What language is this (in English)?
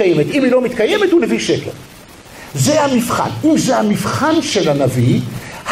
Hebrew